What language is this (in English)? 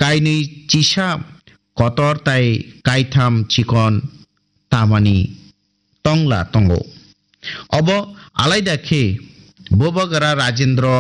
Kok Borok